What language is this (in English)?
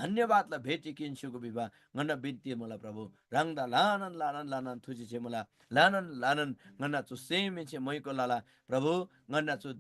Eastern Tamang